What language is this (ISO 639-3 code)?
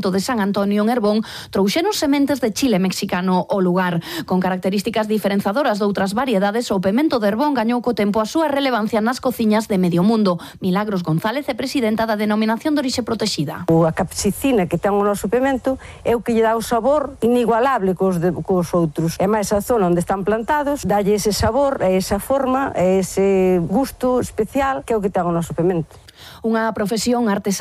glg